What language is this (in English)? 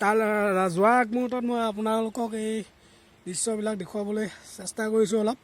Assamese